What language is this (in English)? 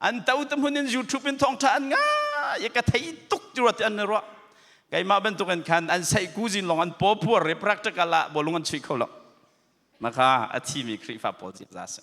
Hakha Chin